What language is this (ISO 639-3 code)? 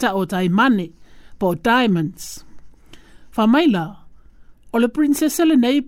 smo